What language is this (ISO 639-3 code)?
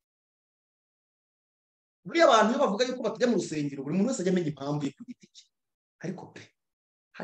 kin